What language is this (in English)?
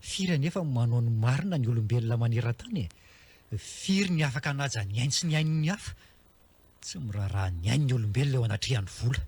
Malagasy